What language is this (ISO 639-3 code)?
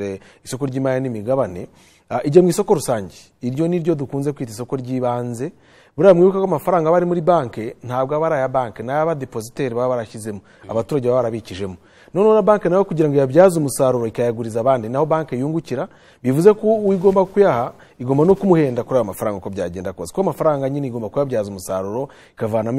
kin